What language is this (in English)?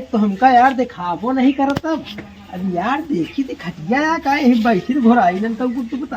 Awadhi